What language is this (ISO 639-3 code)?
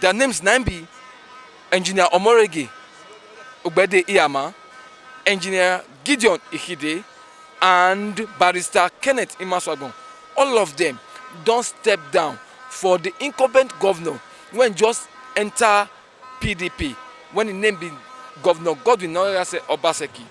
pcm